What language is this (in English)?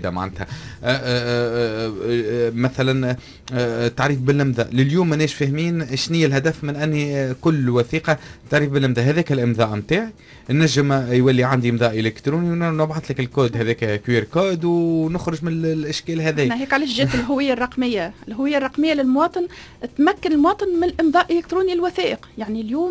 Tunisian Arabic